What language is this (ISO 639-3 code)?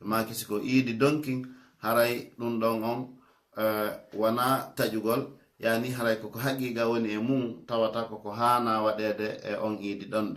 ful